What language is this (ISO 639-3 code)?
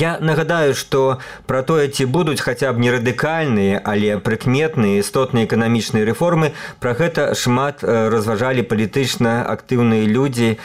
bel